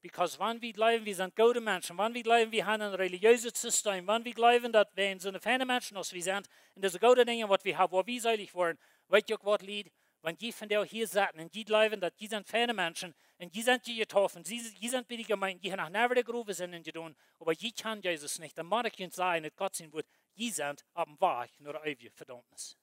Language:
Plautdietsch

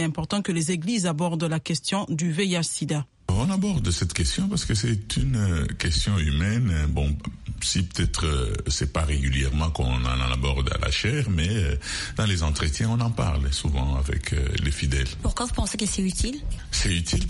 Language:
French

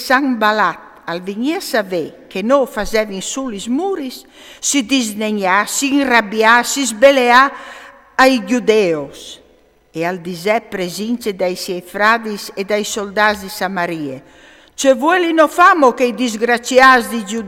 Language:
Friulian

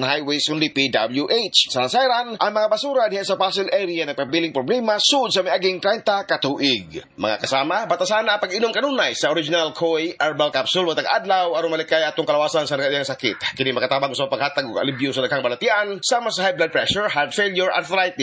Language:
Cebuano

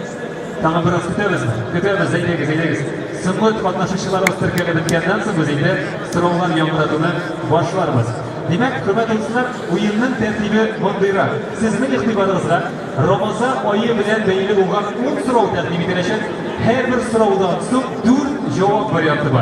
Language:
Tatar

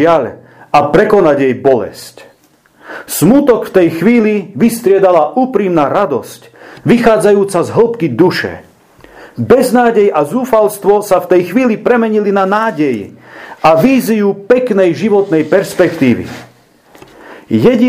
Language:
Slovak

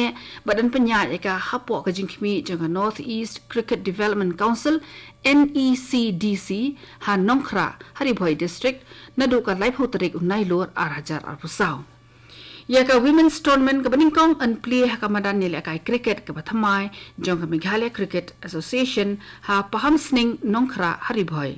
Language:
Khasi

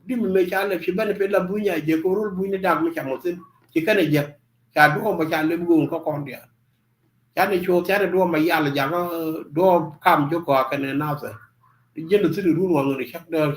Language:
Nuer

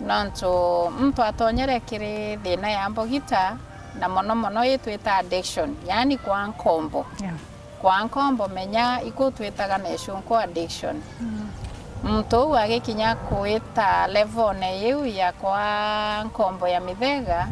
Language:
Meru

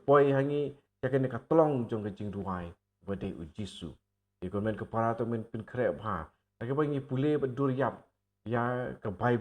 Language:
Khasi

